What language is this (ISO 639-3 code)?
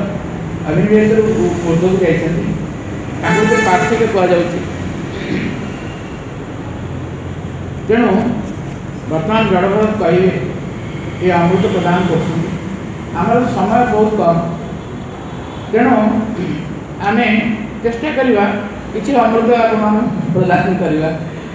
ori